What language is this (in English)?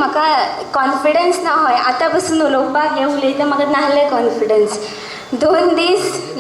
Konkani